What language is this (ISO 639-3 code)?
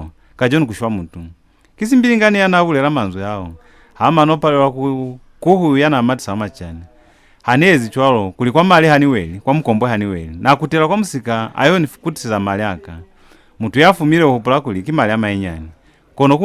loz